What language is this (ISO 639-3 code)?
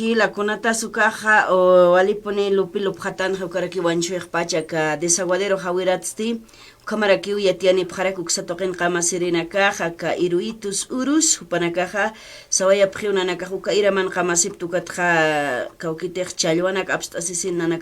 aym